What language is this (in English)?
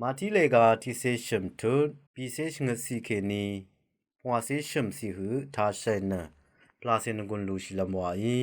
Rawang